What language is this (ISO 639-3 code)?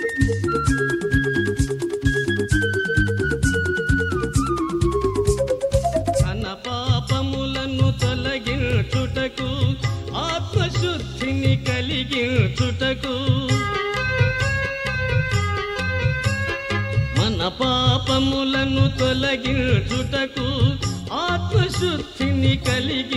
tel